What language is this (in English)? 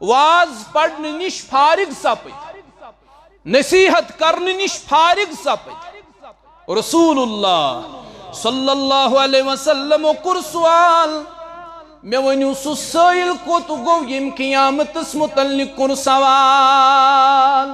Kashmiri